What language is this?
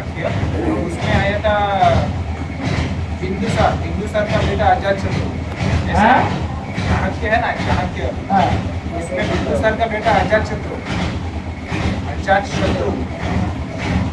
Hindi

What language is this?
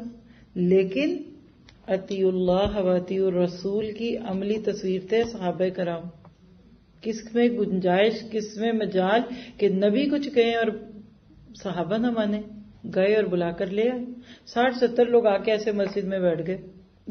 Urdu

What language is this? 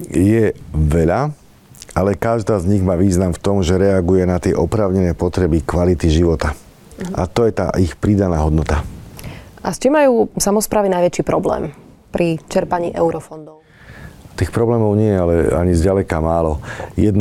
Slovak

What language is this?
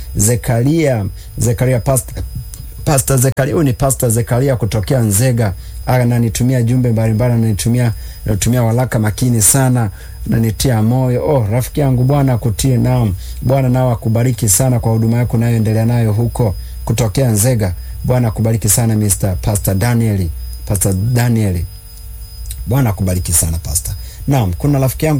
Swahili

